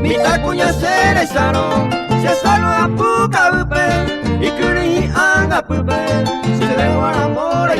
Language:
Guarani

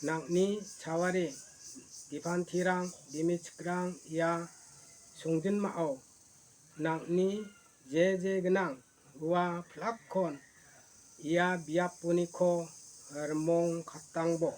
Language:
Garo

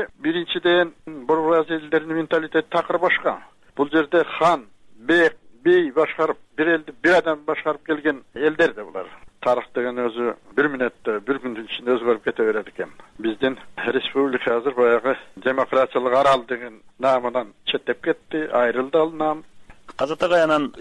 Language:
Kyrgyz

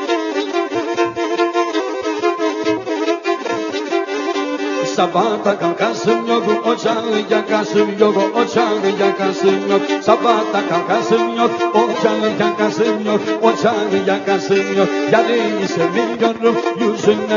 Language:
Turkish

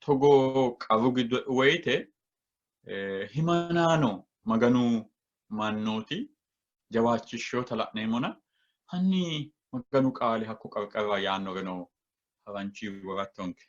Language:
Sidamo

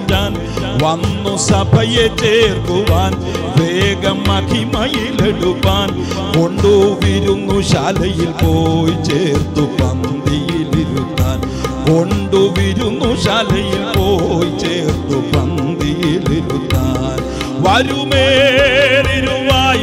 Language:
Malayalam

